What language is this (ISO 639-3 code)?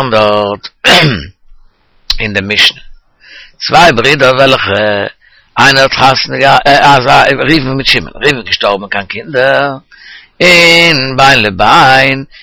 yid